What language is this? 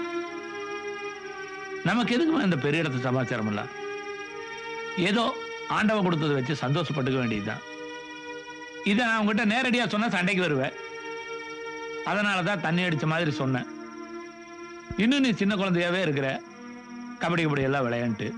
Tamil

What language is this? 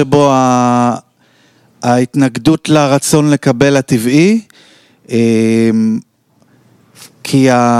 Hebrew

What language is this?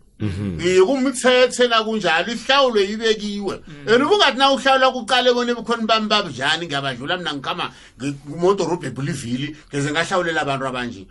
South Ndebele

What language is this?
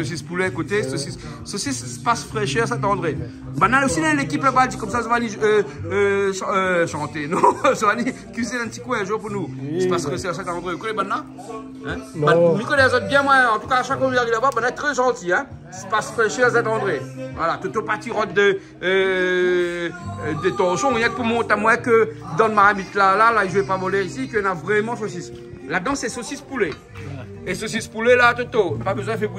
Réunion Creole French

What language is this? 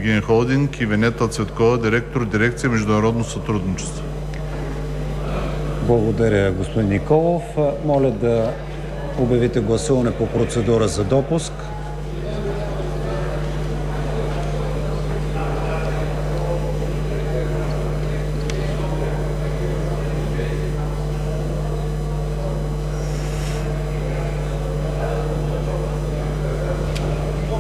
Bulgarian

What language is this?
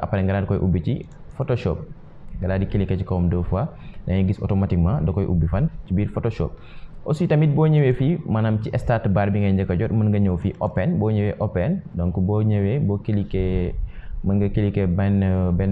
Wolof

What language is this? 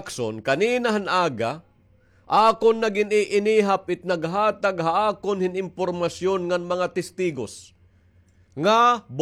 Waray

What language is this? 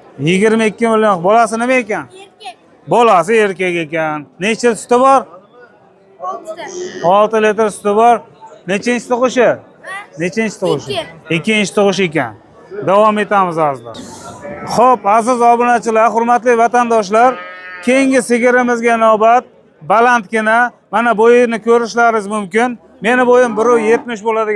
Uzbek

